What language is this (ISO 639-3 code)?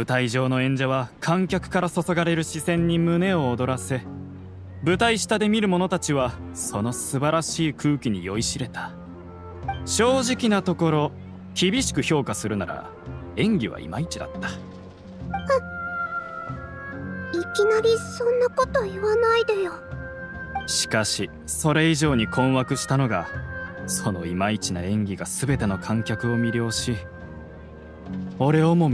jpn